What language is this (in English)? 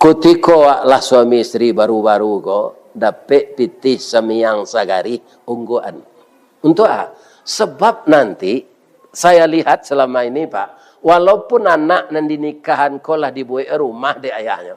Minangkabau